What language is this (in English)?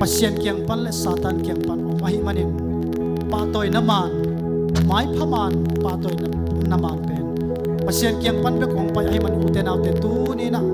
Tedim Chin